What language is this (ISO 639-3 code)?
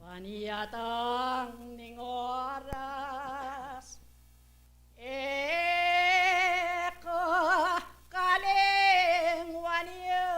pam